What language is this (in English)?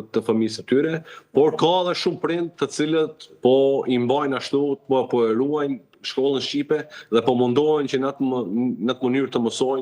Albanian